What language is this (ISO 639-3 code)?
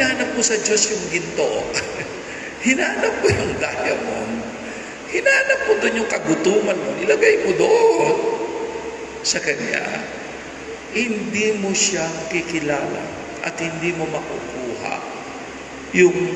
fil